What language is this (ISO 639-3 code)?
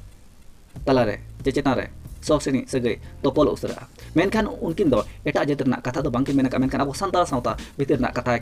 sat